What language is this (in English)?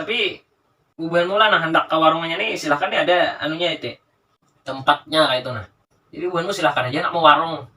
Banjar